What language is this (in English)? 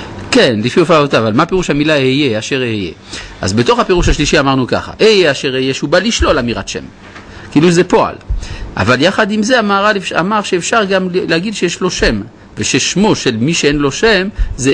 Hebrew